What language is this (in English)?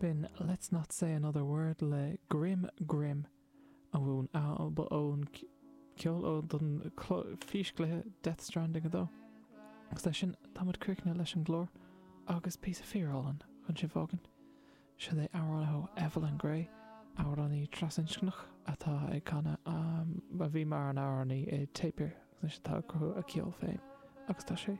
Irish